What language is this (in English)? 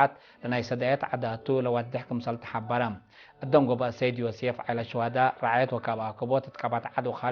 Tigre